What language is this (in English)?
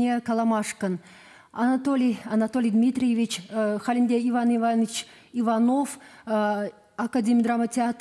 Chuvash